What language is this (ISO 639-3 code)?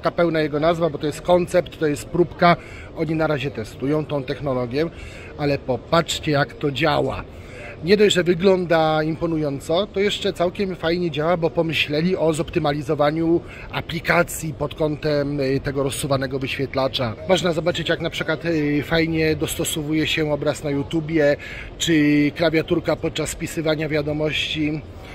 pol